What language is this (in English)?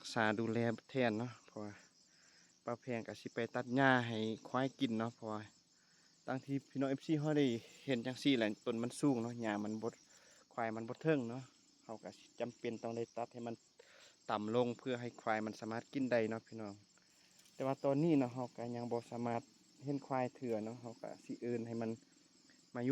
Lao